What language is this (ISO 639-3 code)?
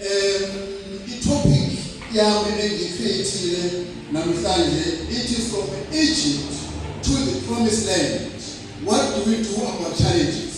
zul